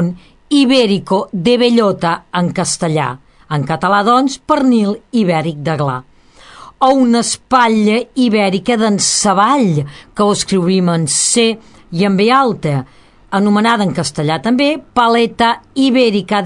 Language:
Catalan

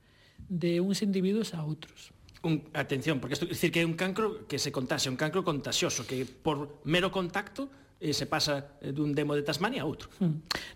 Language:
Galician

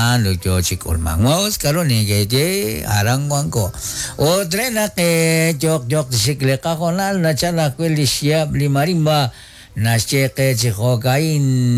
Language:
Kekchí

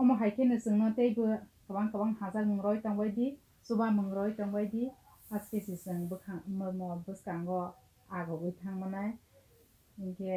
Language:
Kok Borok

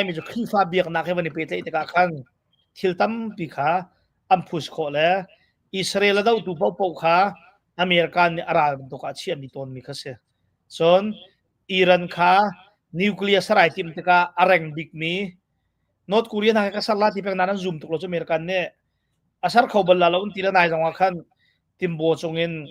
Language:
Hakha Chin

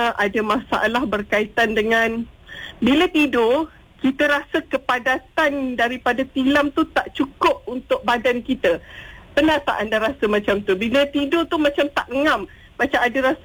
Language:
Malay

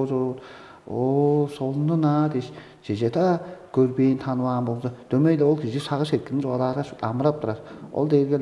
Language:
Tuvinian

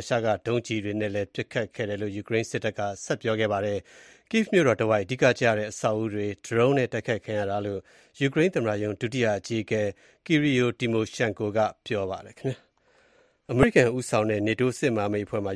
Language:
Burmese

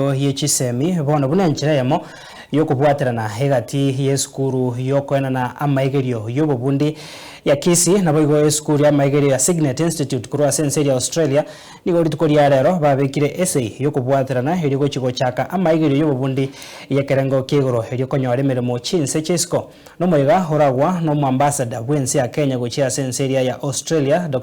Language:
Gusii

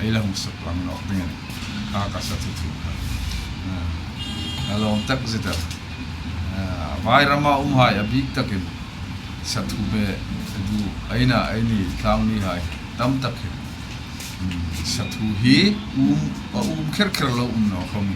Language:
Hmar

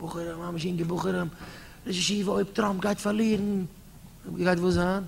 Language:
Yiddish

